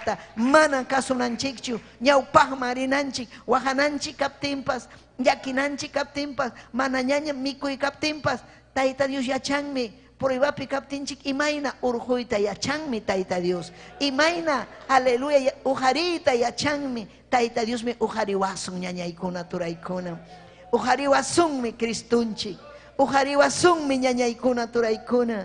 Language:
Ayacucho Quechua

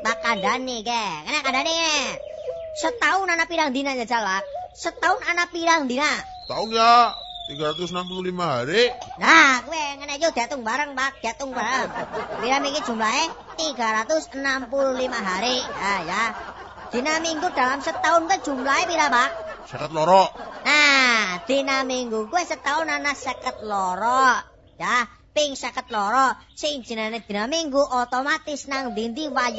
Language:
Javanese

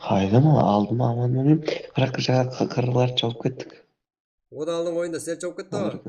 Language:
Kara-Kalpak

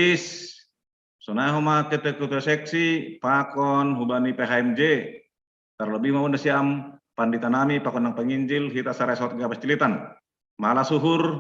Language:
Batak Simalungun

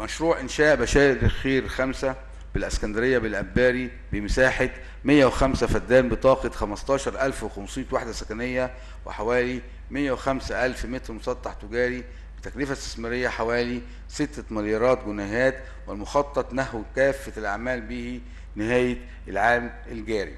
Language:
Egyptian Arabic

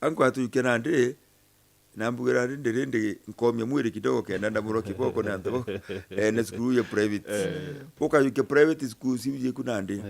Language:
Meru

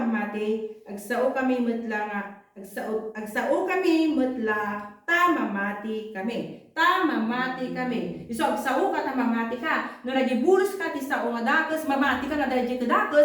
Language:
Iloko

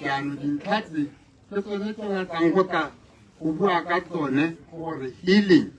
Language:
Tswana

